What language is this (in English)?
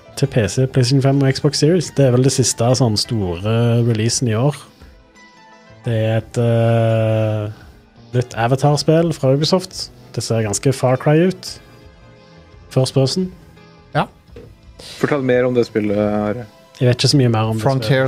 Norwegian